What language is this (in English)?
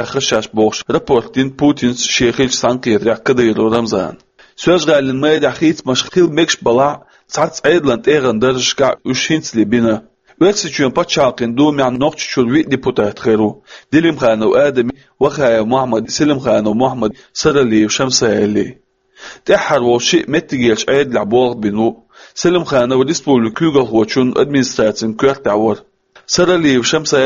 Chechen